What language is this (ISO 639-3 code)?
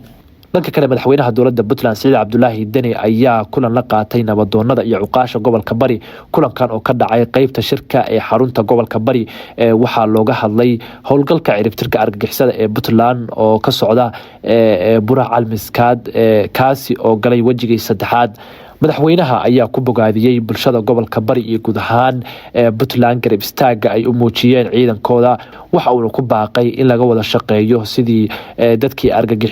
som